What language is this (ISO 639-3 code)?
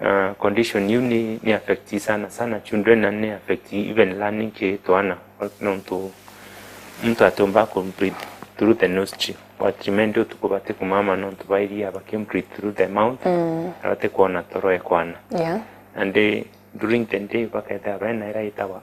mer